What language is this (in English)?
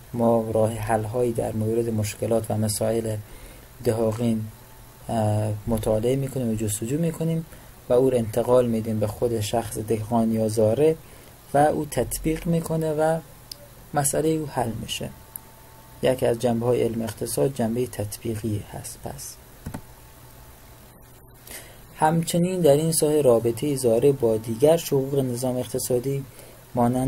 Persian